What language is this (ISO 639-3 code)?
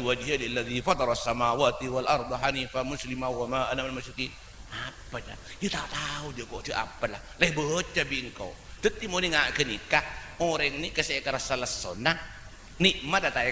mad